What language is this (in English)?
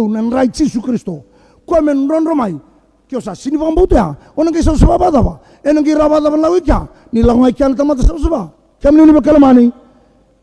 Fijian